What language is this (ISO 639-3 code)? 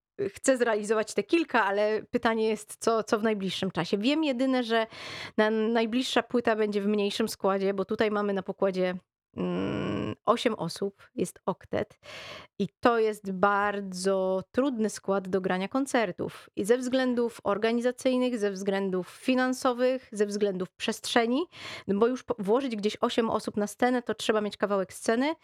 pol